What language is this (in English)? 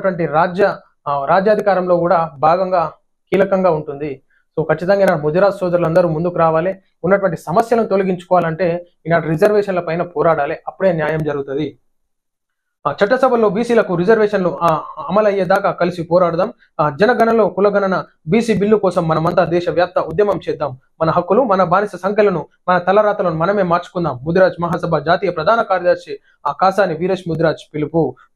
Telugu